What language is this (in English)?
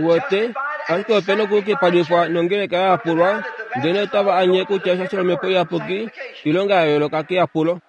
Kuanyama